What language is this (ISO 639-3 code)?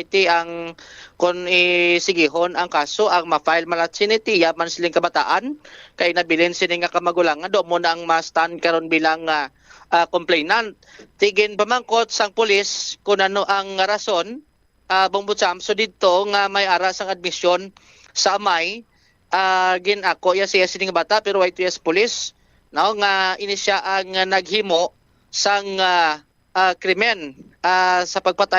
hil